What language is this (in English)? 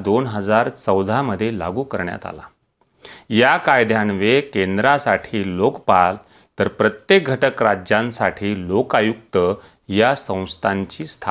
Marathi